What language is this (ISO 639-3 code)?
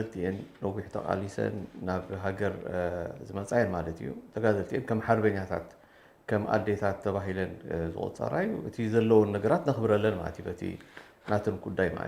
tir